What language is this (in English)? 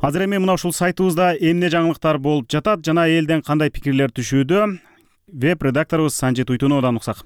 Kyrgyz